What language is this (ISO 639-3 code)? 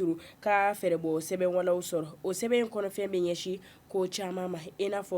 bam